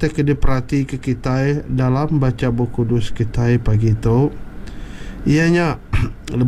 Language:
Iban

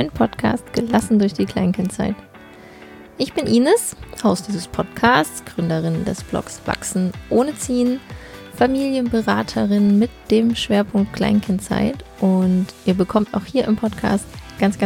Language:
German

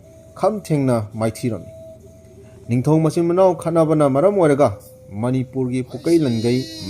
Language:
Manipuri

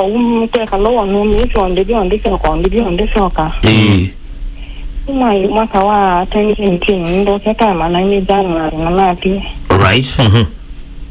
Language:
Kamba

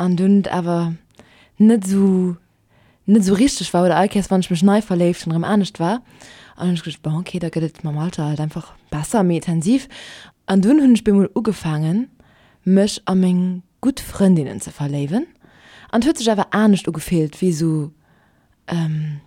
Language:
Luxembourgish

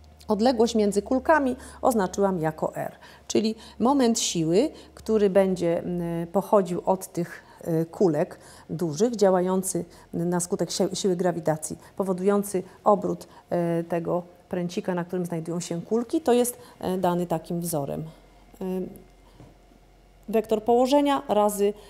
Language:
Polish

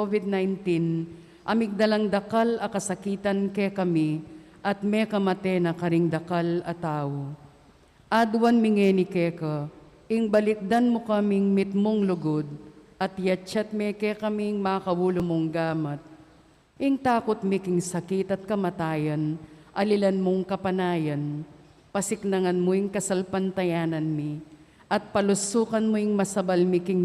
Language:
Pampanga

